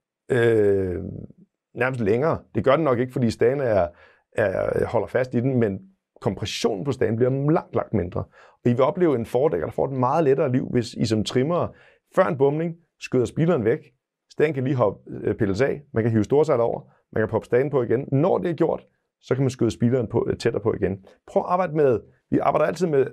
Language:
Danish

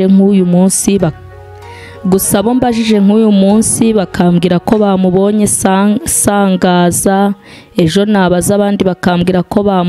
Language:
Kinyarwanda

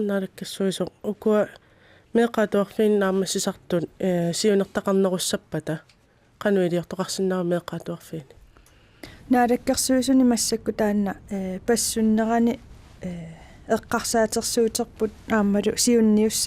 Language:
Kalaallisut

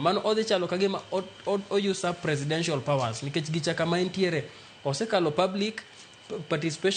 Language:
Luo (Kenya and Tanzania)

